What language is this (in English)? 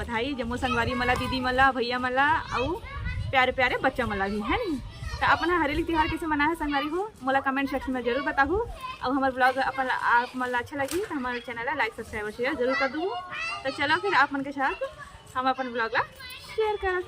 Chhattisgarhi